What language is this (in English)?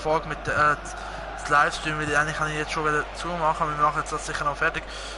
Swiss German